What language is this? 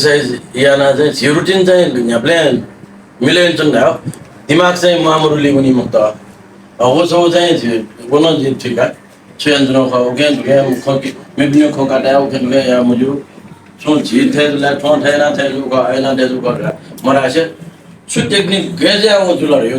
Newari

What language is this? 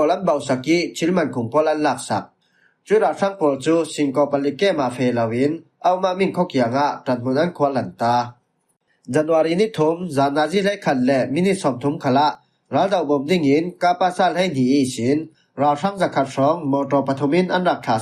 Falam Chin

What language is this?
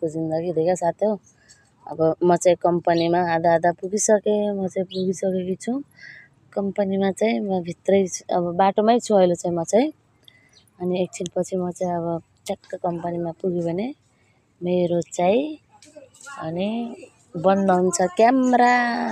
Nepali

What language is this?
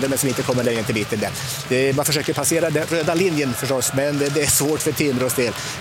Swedish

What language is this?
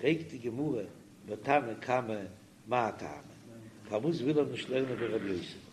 Yiddish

